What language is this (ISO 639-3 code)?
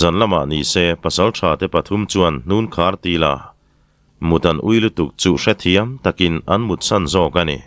lus